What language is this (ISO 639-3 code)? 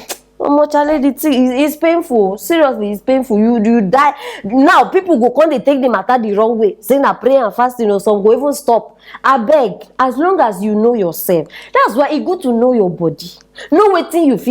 pcm